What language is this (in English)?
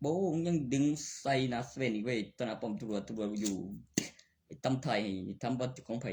Northeastern Thai